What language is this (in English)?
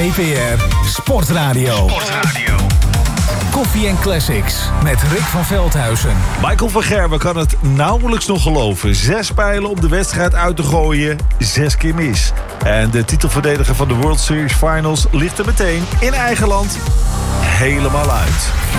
Dutch